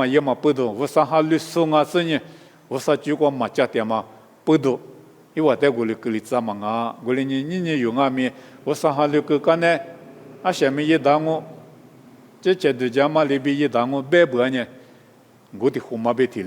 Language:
Lisu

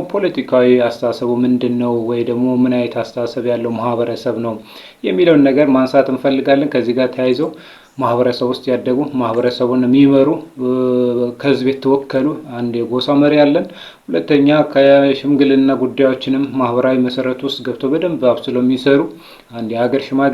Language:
Amharic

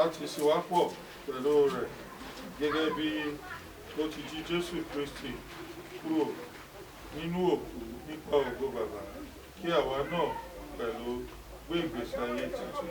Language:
Yoruba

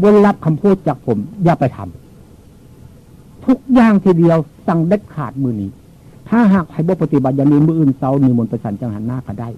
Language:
Northeastern Thai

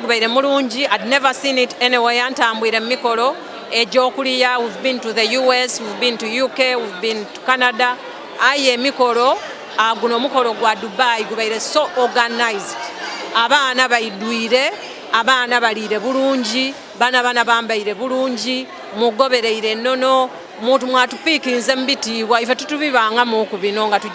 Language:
Soga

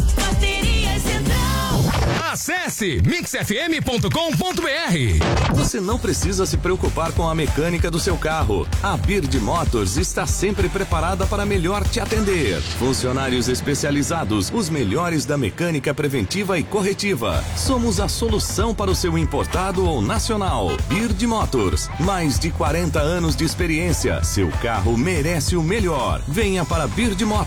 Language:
Portuguese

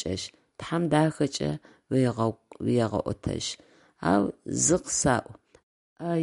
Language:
Adyghe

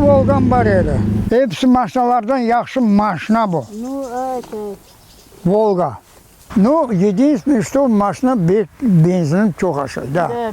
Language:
Crimean Tatar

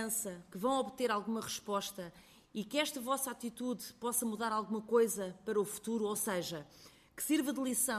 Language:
Portuguese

